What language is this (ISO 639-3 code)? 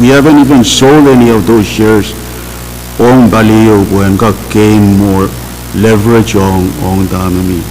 pon